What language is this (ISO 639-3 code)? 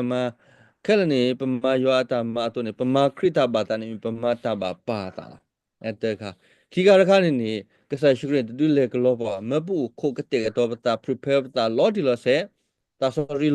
ksw